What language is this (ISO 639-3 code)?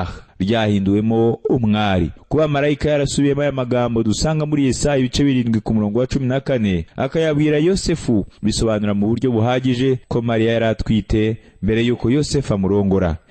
kin